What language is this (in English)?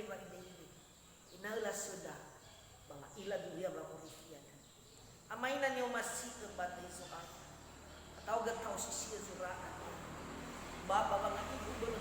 Nias